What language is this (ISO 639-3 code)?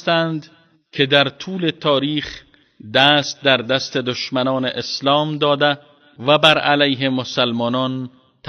fas